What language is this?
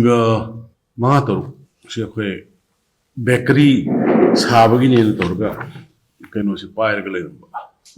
Manipuri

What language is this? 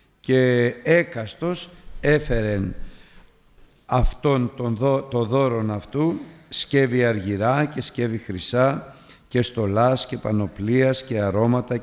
Greek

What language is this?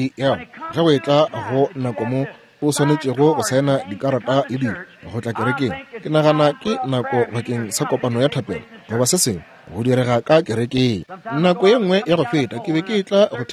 Northern Sotho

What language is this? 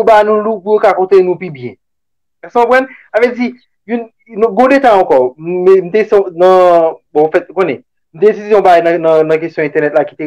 Haitian Creole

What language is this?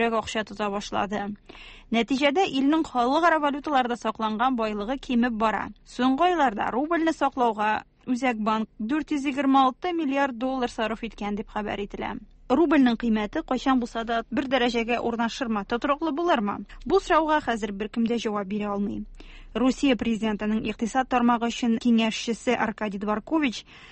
Tatar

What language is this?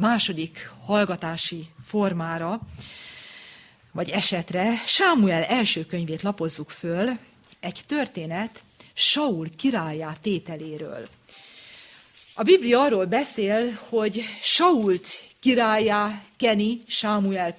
Hungarian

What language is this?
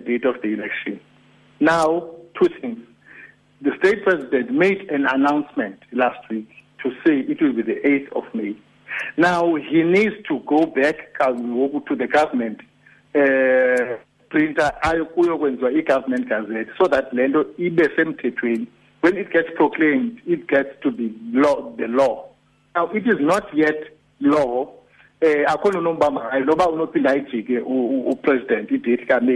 Xhosa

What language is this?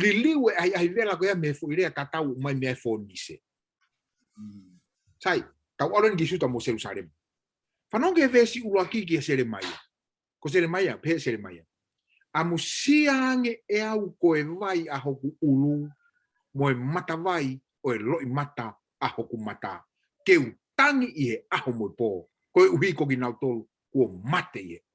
Tongan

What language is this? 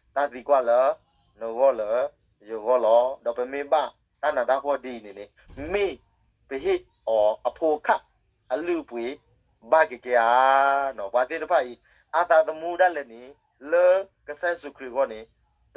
S'gaw Karen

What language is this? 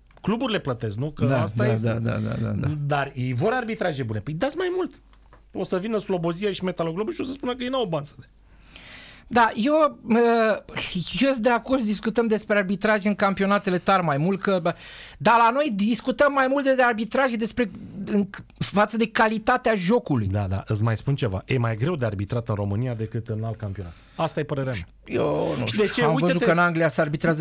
Romanian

